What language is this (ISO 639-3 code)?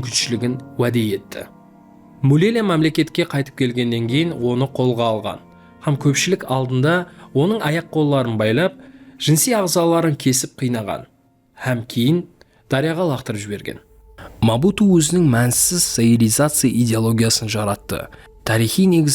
kaa